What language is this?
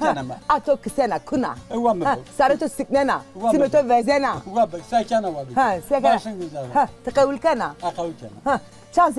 Zaza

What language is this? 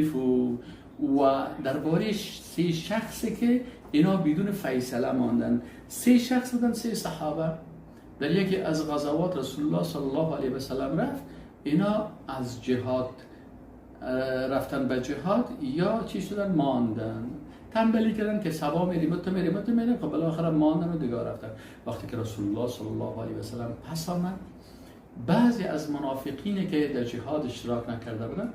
Persian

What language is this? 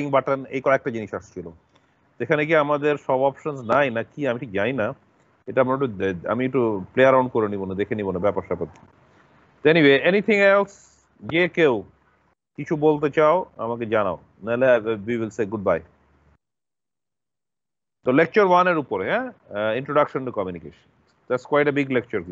Bangla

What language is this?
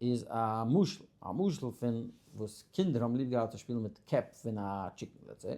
Yiddish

